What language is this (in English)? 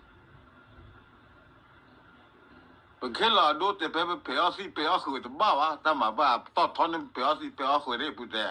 S'gaw Karen